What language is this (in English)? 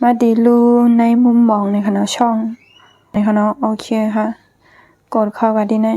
Shan